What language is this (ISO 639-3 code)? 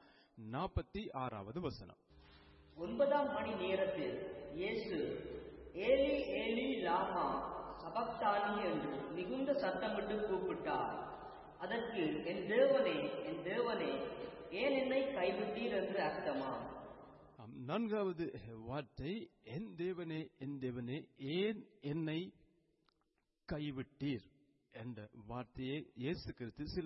tam